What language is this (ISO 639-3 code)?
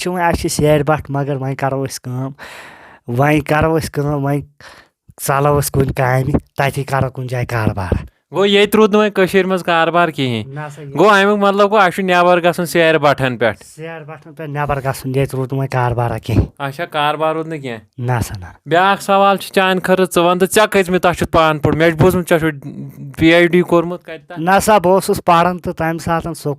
kas